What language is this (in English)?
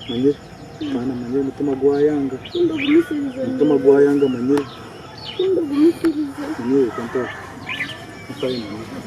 Nyankole